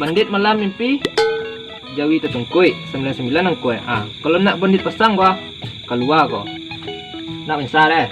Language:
Minangkabau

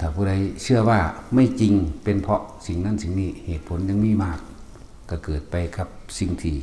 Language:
Northeastern Thai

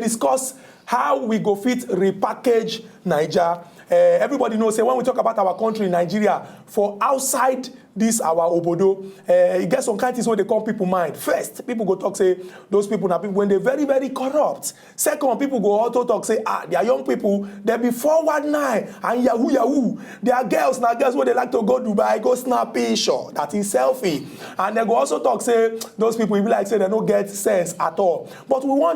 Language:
Nigerian Pidgin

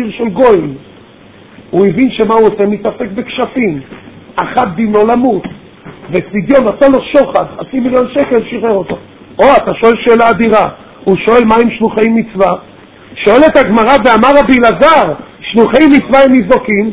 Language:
Hebrew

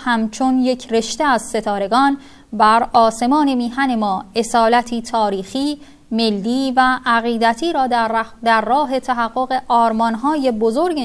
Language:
Persian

